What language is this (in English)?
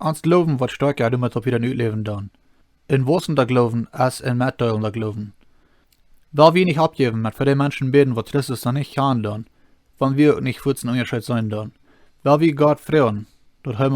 Plautdietsch